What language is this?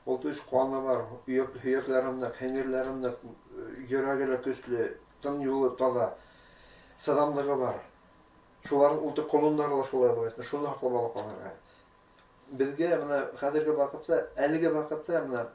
Bashkir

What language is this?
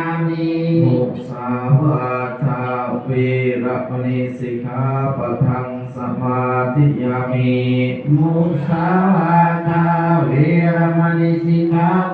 Pali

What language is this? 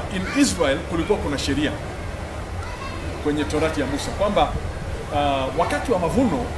Swahili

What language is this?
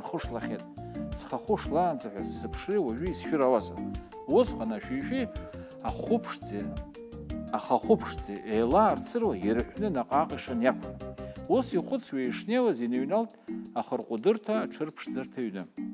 Abkhazian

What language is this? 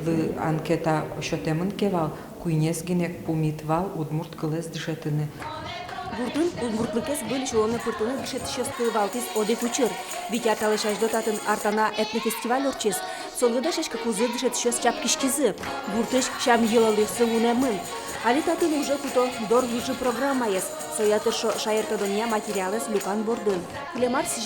Udmurt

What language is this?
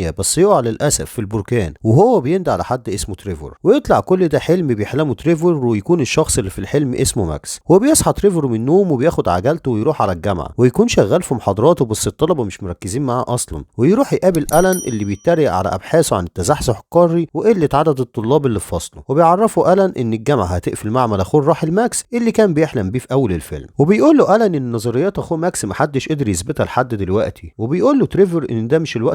Egyptian Arabic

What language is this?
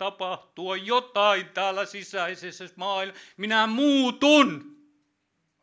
Finnish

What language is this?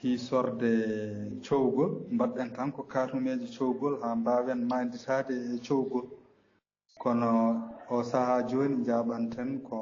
Fula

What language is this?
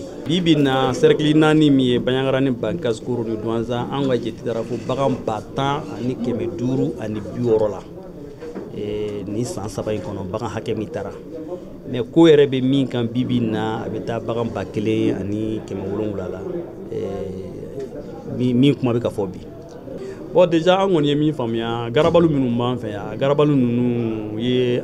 Bambara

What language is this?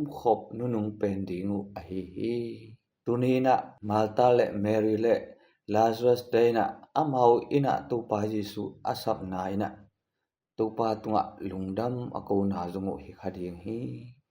Tedim Chin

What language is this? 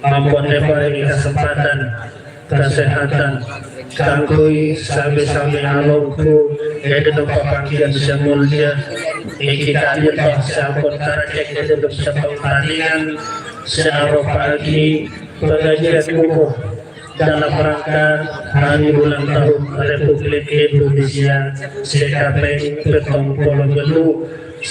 Madurese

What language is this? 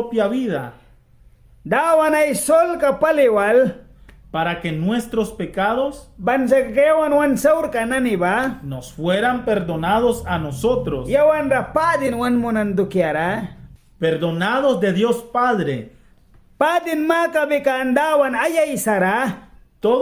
Mískito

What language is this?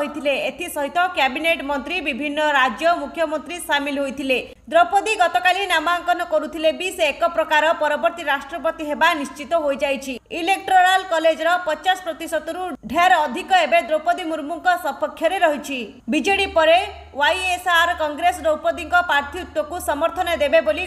Odia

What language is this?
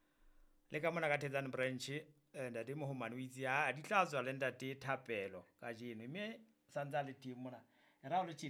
Southern Sotho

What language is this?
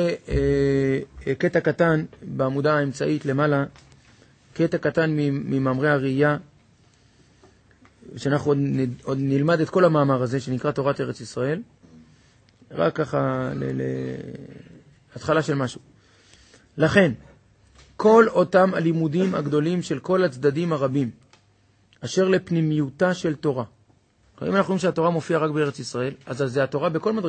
Hebrew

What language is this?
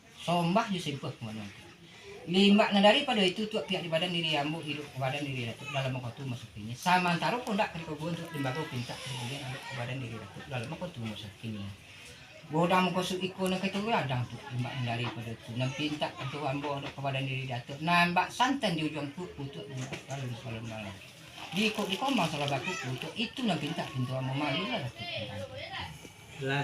Minangkabau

